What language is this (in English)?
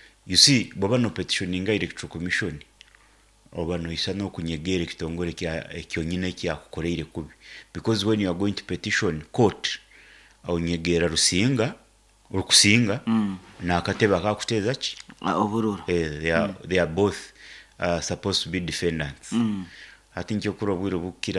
Nyoro